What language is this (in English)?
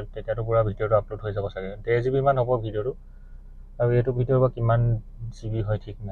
Assamese